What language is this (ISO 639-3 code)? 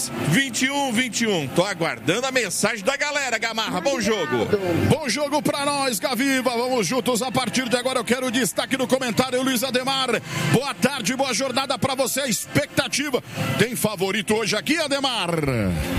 por